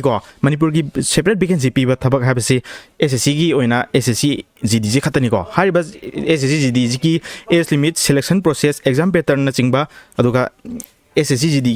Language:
Manipuri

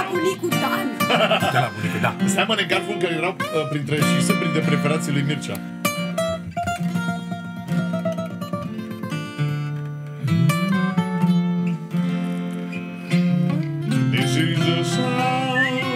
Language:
Romanian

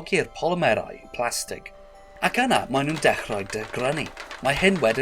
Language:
Welsh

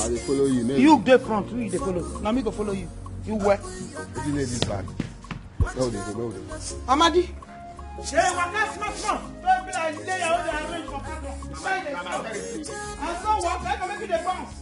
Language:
Nigerian Pidgin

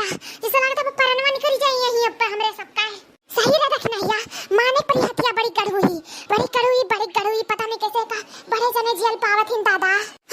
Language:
Awadhi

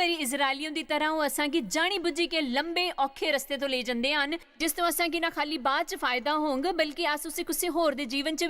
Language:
Dogri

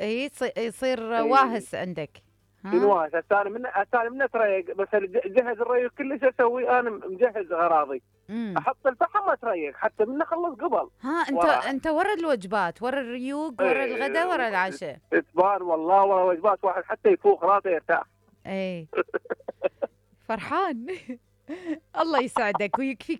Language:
Mesopotamian Arabic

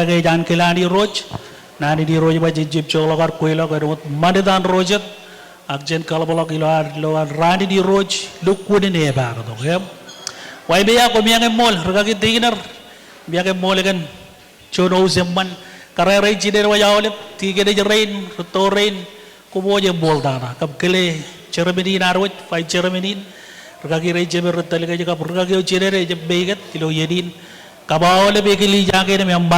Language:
Marshallese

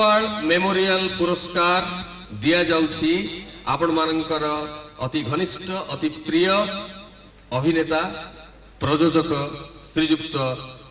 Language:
Odia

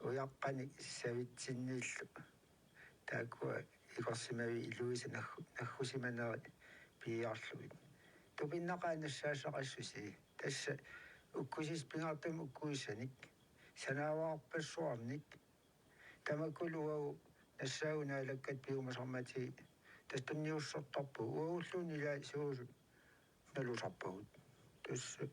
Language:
Kalaallisut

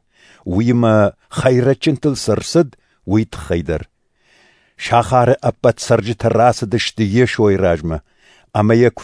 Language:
Ossetic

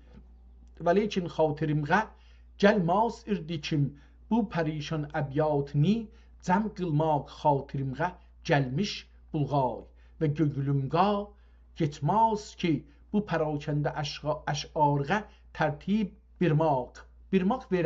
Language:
South Azerbaijani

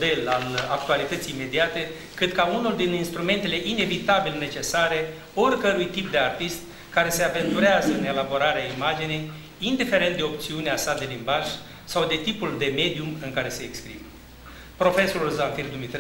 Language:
Romanian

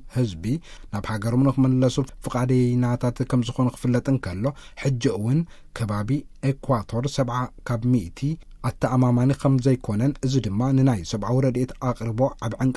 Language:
Tigrinya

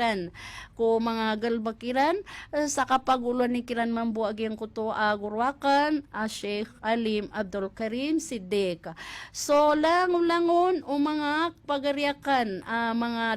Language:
Maranao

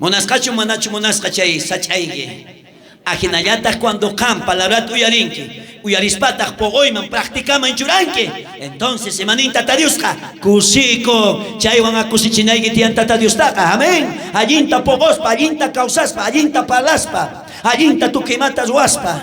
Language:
South Bolivian Quechua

